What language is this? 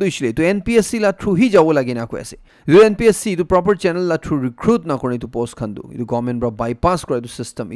Naga Pidgin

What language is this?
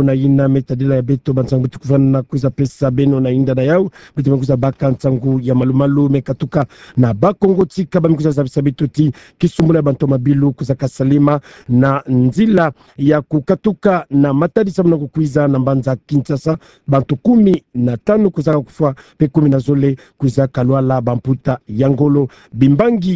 Kituba (Democratic Republic of Congo)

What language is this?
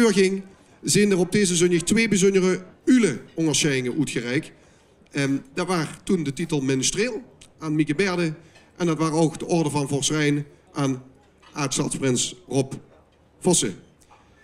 Limburgish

